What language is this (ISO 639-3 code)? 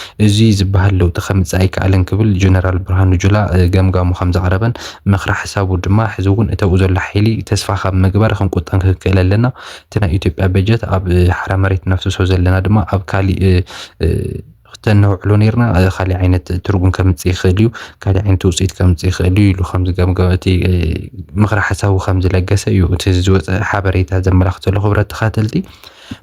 tir